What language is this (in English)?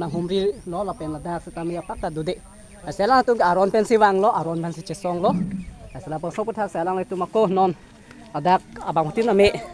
Karbi